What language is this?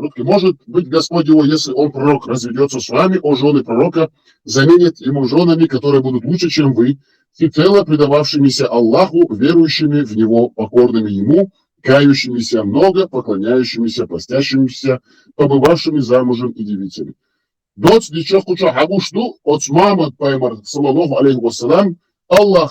Chechen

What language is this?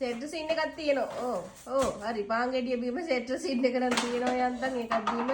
Sinhala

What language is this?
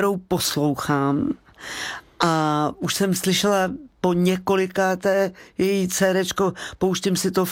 Czech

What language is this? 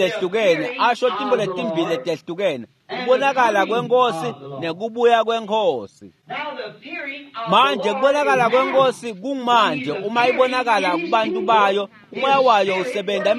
Swati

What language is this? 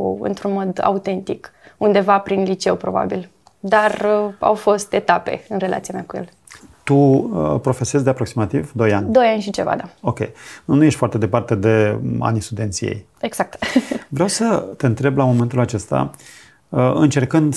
Romanian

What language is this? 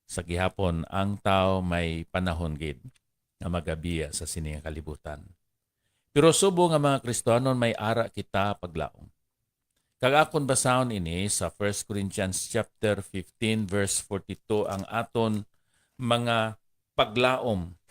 Hiligaynon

